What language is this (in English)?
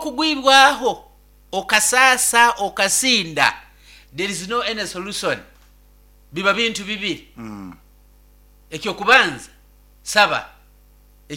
Nyoro